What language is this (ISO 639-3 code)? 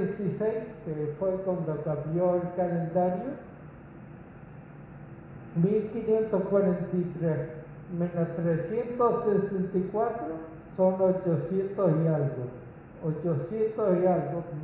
spa